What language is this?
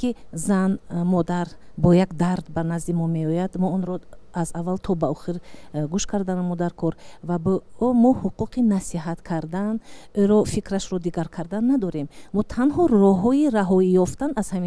Tajik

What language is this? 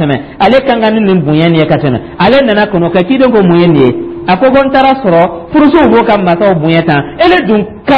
Dyula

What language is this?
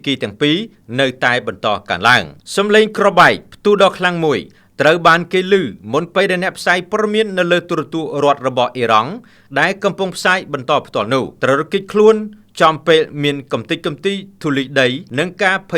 Khmer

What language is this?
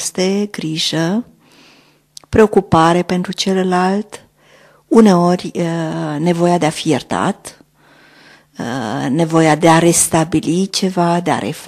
Romanian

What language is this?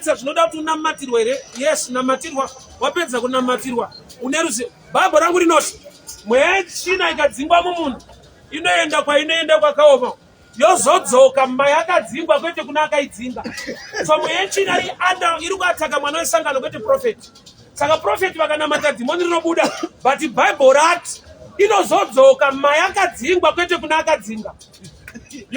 Shona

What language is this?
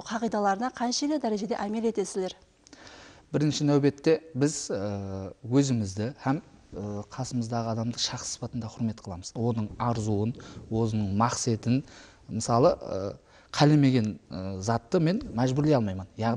Kara-Kalpak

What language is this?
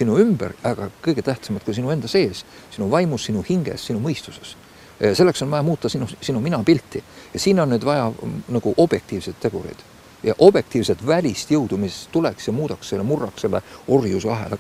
Estonian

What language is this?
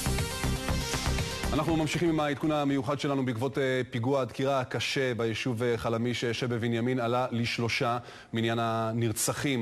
Hebrew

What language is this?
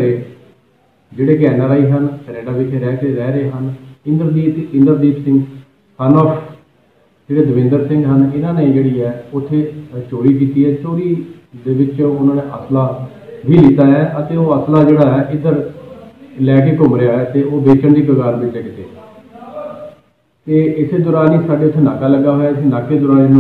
Punjabi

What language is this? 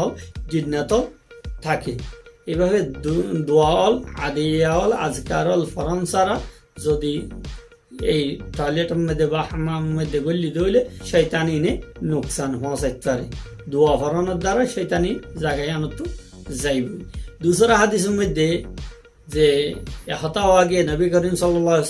Rohingya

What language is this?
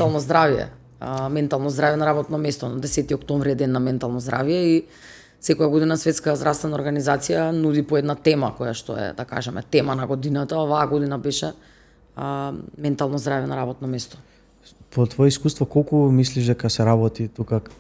Macedonian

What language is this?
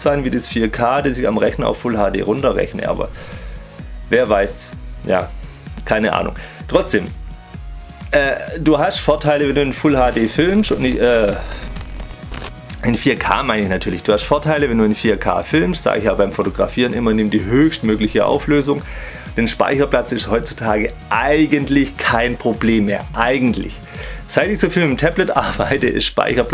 German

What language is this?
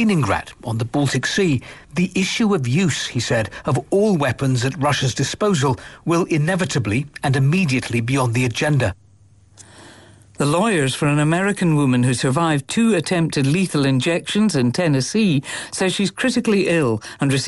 English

